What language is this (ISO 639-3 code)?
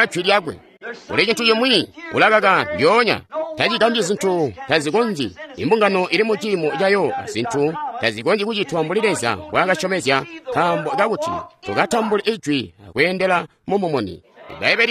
toi